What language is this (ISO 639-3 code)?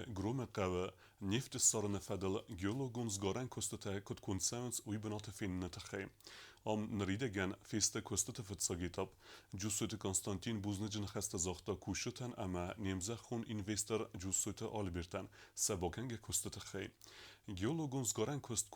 oss